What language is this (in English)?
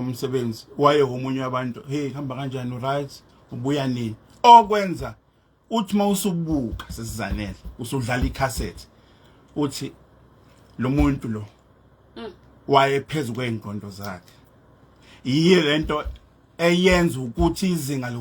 Zulu